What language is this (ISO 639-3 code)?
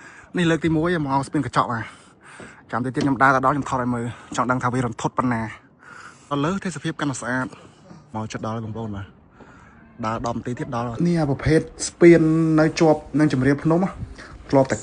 khm